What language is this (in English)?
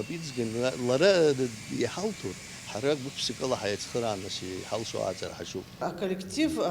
Abkhazian